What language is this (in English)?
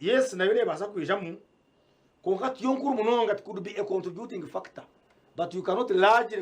Nyankole